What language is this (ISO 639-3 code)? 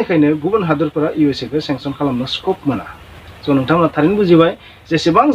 brx